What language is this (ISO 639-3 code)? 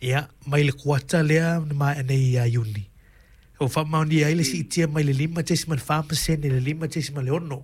smo